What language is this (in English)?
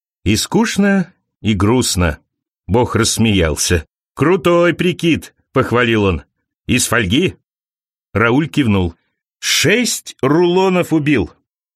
Russian